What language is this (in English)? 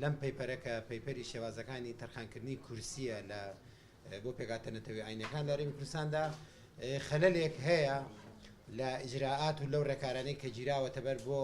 Central Kurdish